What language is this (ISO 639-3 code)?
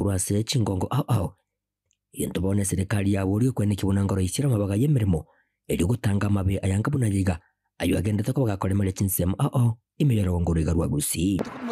guz